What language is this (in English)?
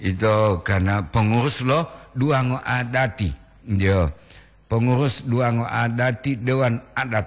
Gorontalo